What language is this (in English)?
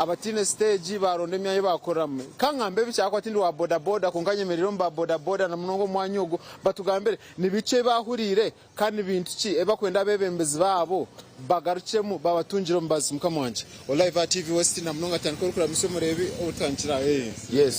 Nyankole